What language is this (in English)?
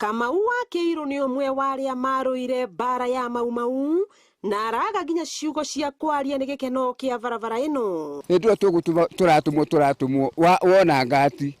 Kikuyu